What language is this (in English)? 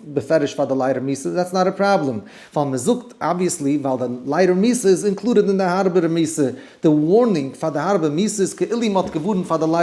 Yiddish